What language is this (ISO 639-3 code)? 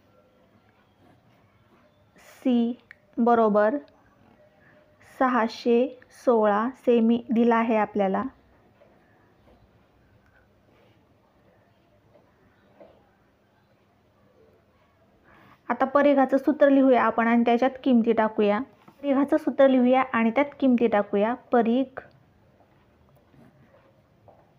mar